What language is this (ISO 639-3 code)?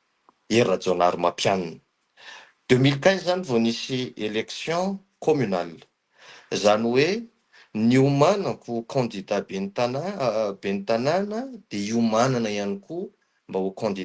mlg